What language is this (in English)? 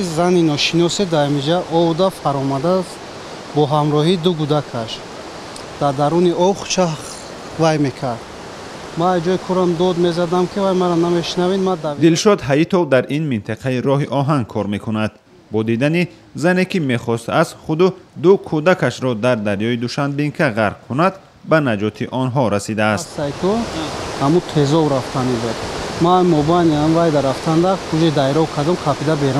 Tajik